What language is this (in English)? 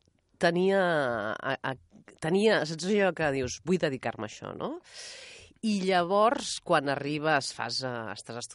Catalan